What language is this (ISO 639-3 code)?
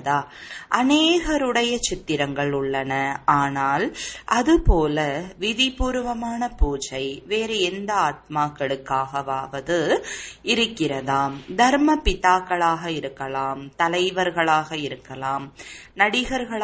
tam